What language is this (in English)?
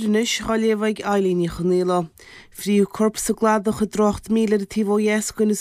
Irish